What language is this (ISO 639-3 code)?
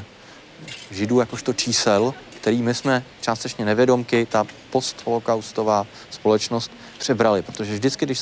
ces